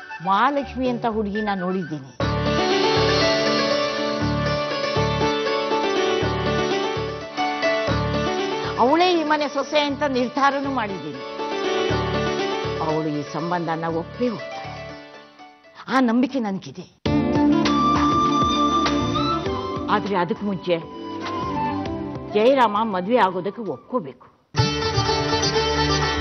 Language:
Kannada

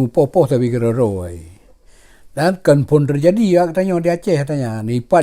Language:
Achinese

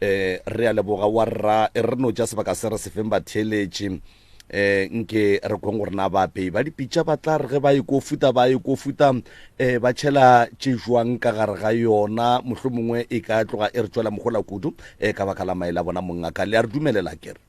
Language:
Northern Sotho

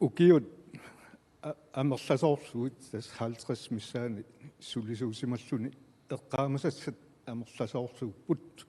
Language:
Kalaallisut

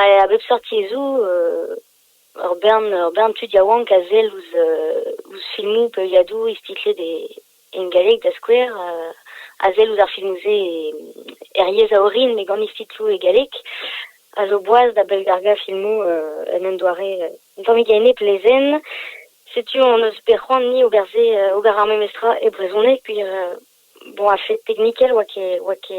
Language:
Breton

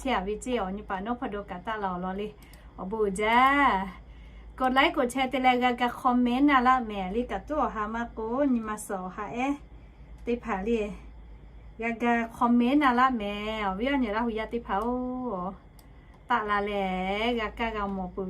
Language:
Lahu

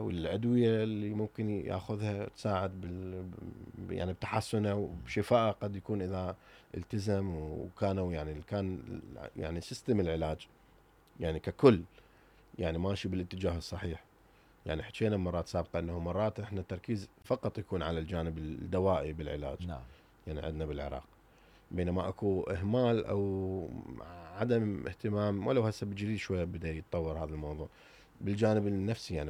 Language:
Mesopotamian Arabic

